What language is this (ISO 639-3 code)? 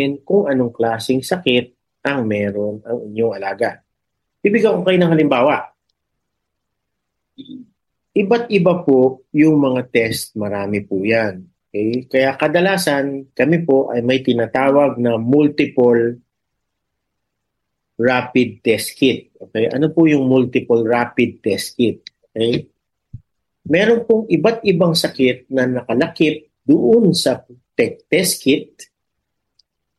fil